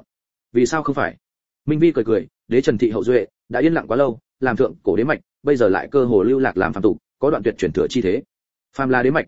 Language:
Vietnamese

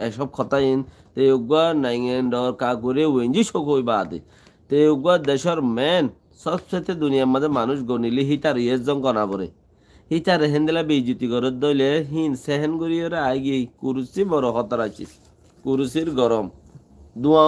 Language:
Rohingya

